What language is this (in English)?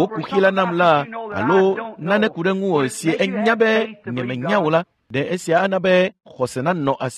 Ewe